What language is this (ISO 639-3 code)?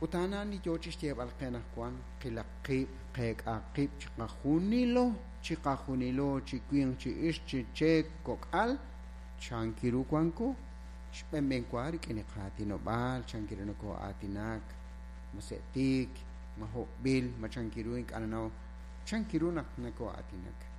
kek